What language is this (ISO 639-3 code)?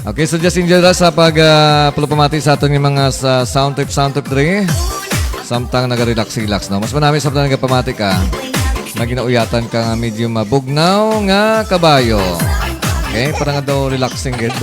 hil